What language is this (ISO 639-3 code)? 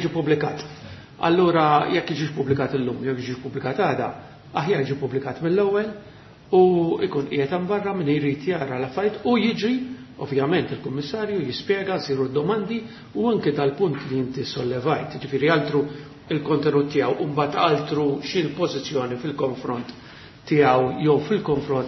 mlt